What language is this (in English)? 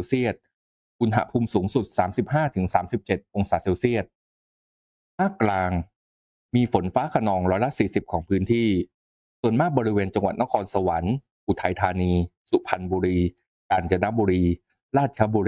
Thai